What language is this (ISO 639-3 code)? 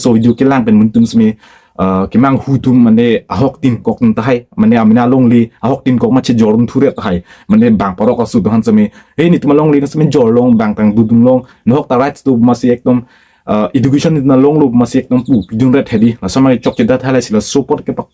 mjw